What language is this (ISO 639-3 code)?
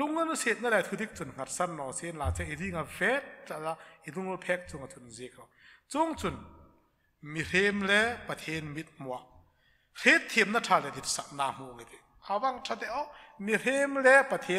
hmr